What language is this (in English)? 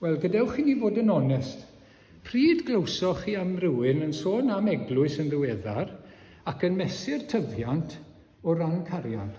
Welsh